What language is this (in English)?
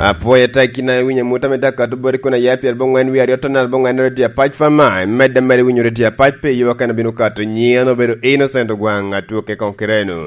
Lango (Uganda)